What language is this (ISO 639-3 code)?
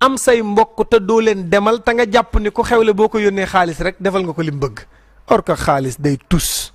wol